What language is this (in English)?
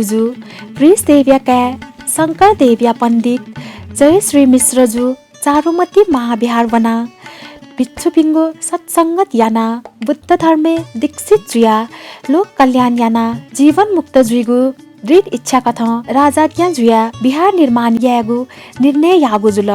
Newari